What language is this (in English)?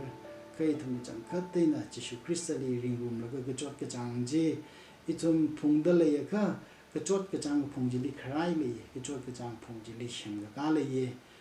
Tangkhul Naga (India)